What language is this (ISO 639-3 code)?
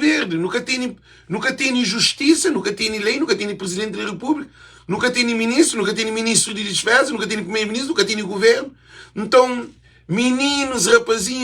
kea